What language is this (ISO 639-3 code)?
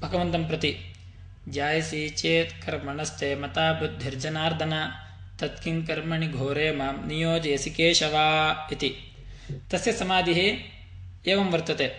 san